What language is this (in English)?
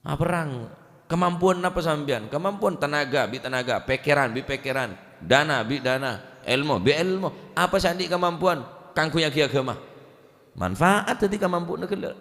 Madurese